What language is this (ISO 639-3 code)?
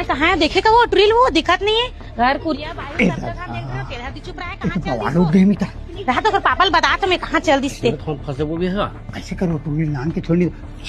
hne